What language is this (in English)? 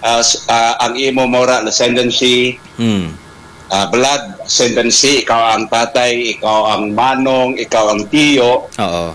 Hiligaynon